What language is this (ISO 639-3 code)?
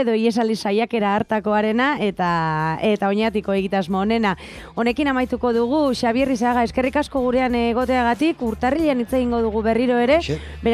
eus